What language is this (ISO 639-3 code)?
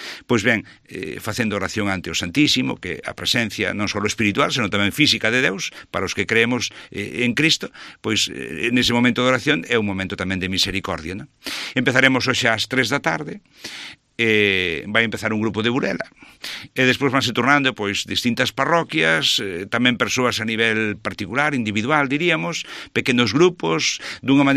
glg